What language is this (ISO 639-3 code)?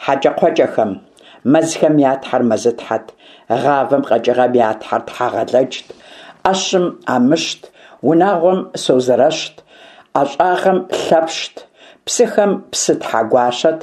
kbd